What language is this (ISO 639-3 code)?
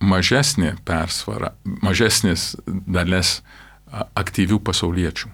lit